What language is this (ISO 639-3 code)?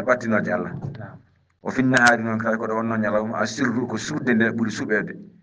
ful